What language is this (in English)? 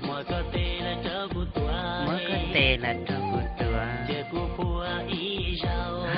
Hmong